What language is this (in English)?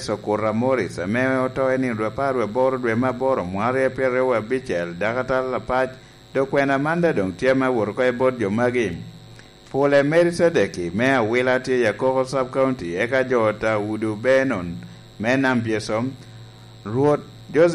Lango (Uganda)